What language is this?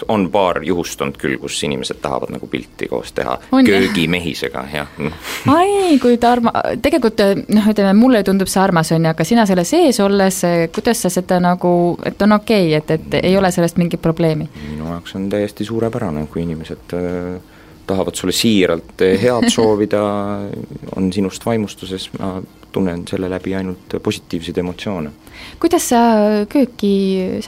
Estonian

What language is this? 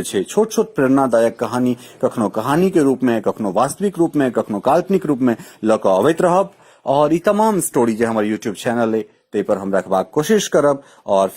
Maithili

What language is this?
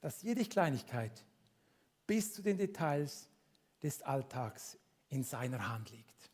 Swiss German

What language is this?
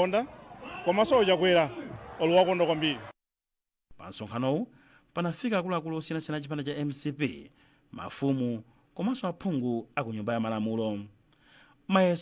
Nyanja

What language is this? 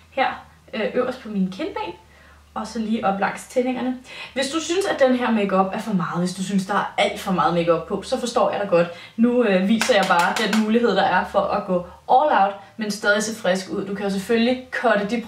Danish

